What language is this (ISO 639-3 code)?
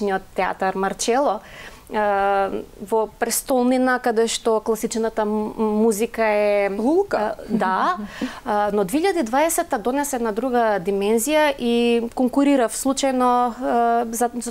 mkd